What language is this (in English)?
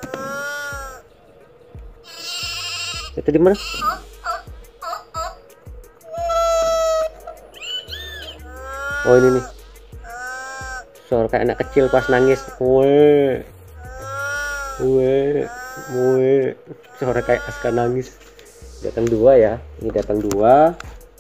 Indonesian